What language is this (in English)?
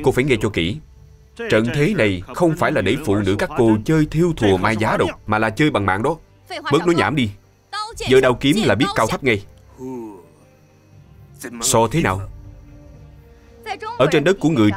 Vietnamese